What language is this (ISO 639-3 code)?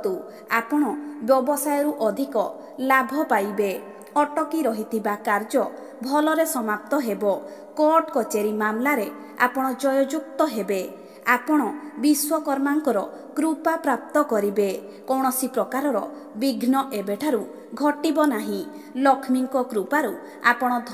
ori